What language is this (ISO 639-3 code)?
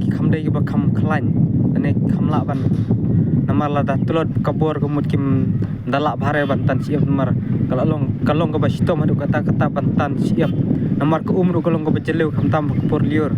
kha